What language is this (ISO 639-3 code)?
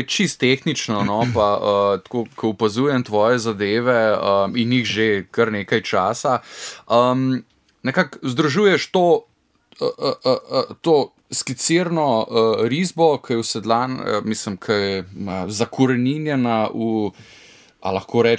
slv